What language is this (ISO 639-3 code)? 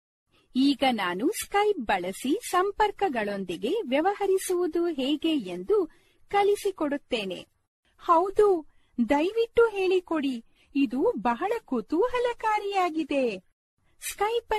kan